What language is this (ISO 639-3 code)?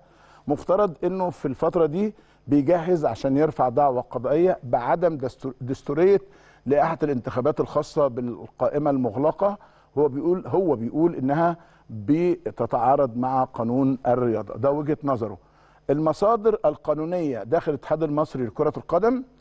arz